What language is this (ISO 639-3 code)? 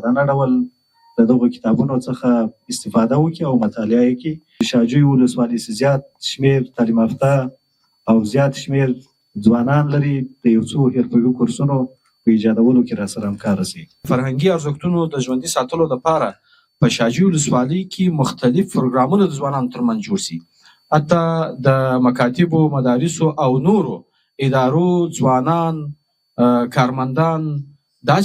pus